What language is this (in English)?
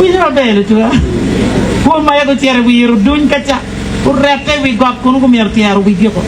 Acoli